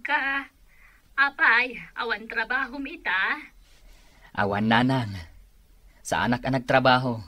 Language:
Iloko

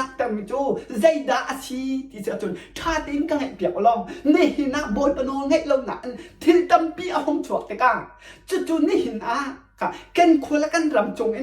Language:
Hakha Chin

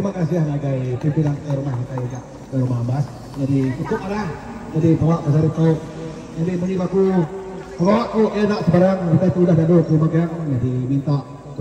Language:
Iban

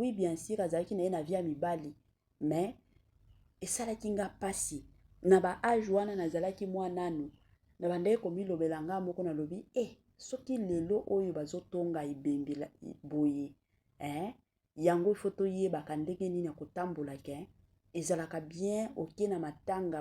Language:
Lingala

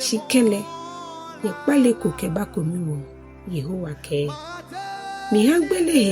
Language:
Ga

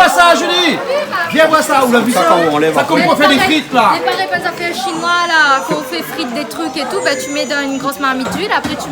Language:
Réunion Creole French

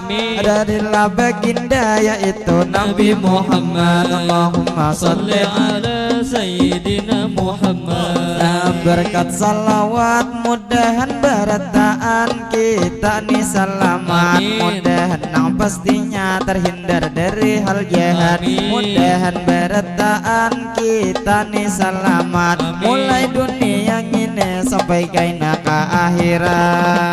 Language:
Banjar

